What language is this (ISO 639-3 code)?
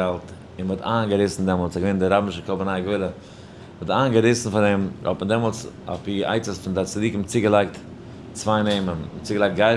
yid